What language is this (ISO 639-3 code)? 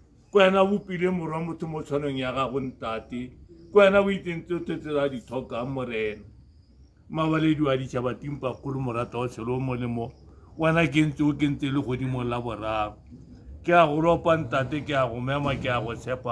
tsn